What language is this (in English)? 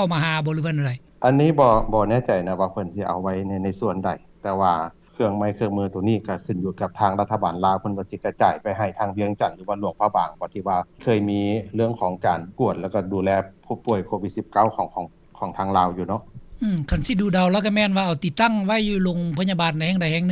Lao